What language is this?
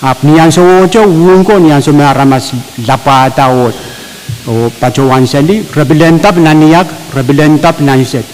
Pohnpeian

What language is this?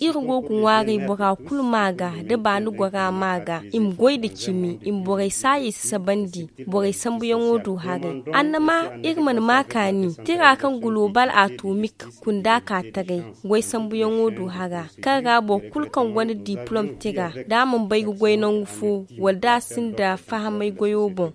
Zarma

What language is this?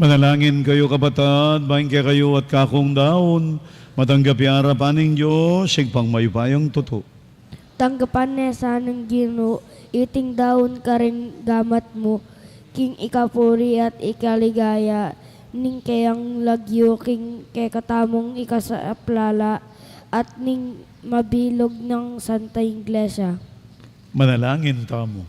Pampanga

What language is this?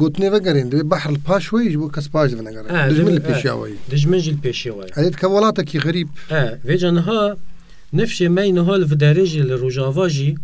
Kurdish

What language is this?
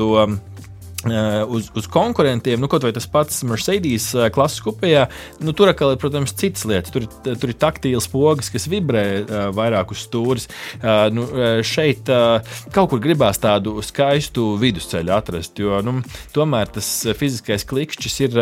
Latvian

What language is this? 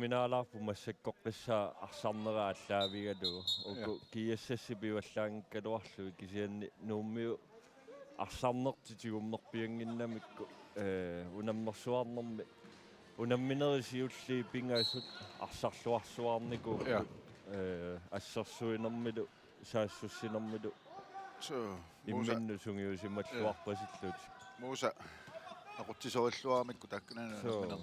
Kalaallisut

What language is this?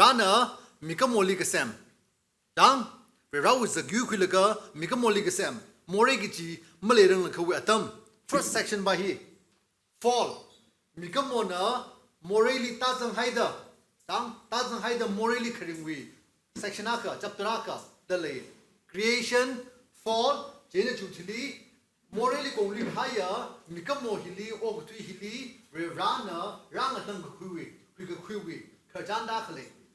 Tangkhul Naga (India)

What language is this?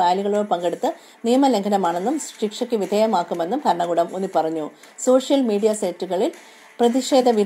Malayalam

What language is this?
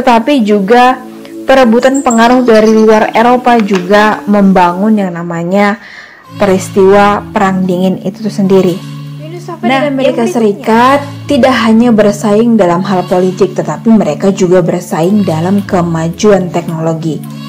Indonesian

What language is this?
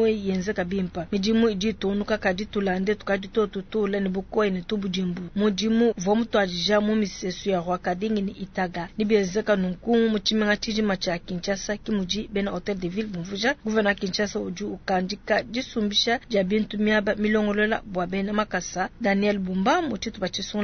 Luba-Lulua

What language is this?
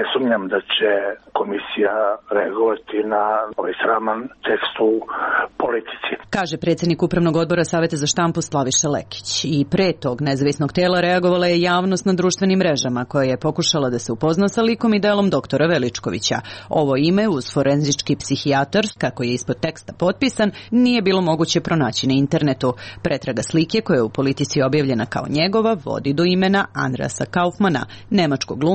Serbian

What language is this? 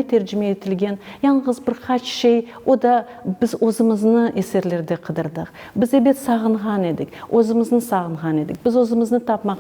Crimean Tatar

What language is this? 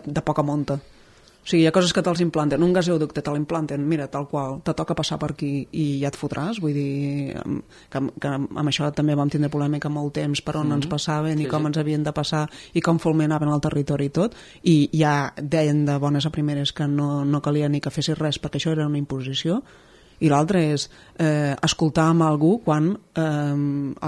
Catalan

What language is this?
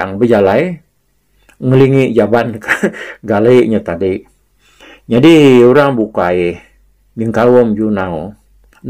Iban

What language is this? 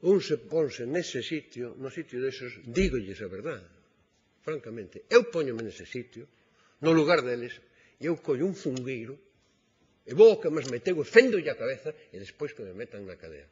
Galician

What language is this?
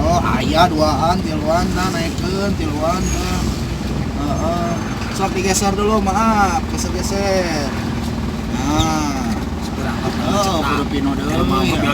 Sundanese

